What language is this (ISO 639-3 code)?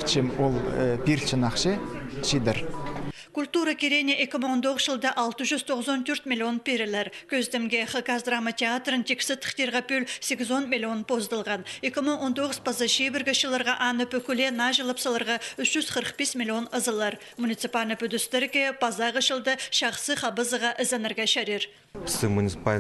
kjh